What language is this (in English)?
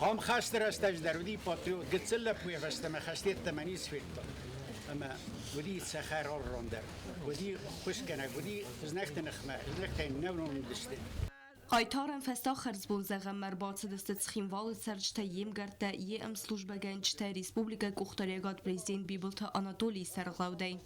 Ossetic